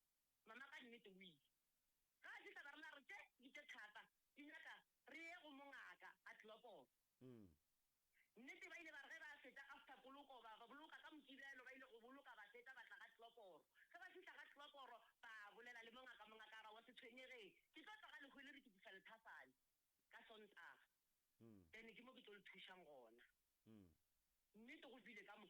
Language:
Northern Sotho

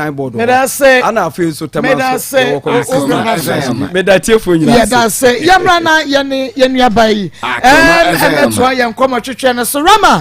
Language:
Akan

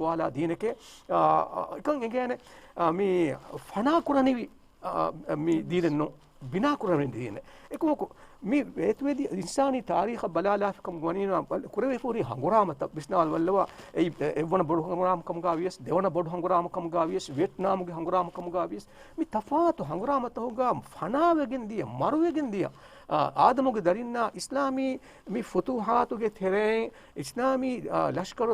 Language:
Divehi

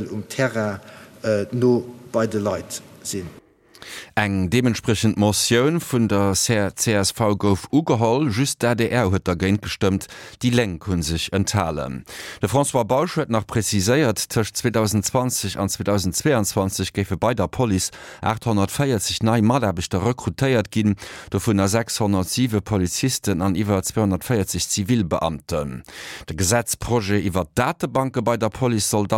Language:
Luxembourgish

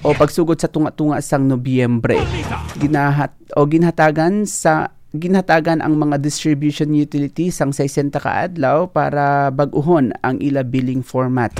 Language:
Hiligaynon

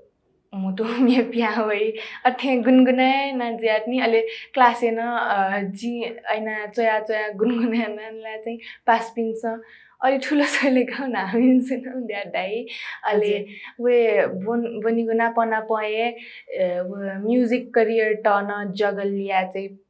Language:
Newari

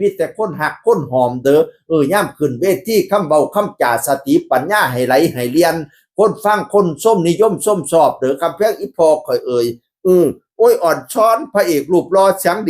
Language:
Northeastern Thai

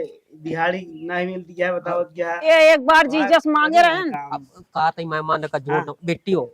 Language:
Awadhi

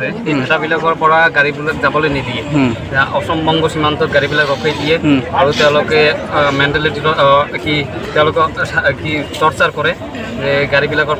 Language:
Assamese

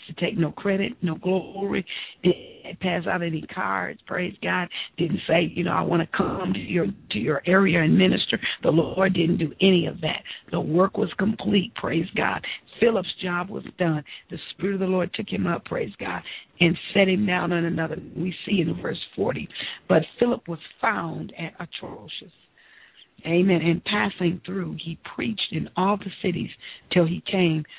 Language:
English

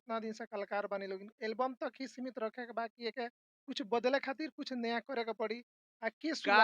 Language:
Bhojpuri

